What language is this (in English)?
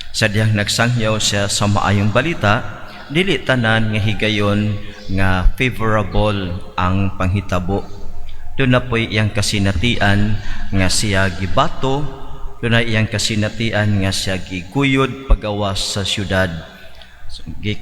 Cebuano